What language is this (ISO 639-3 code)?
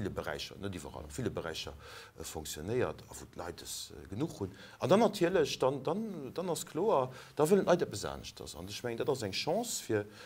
ltz